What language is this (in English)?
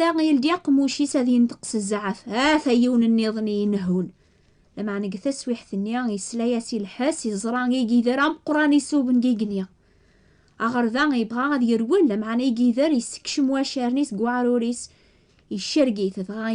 Kabyle